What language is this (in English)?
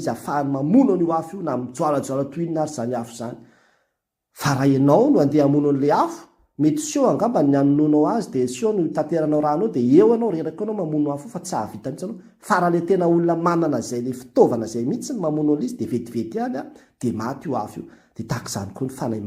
Malagasy